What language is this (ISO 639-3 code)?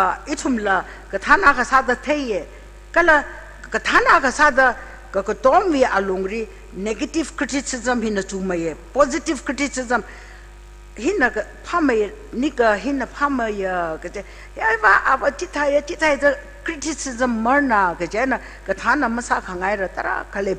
nmf